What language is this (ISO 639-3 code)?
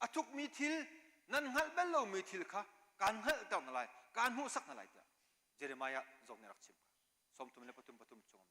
cnh